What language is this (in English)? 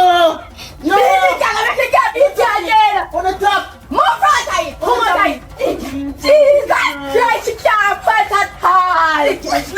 Jamaican Creole English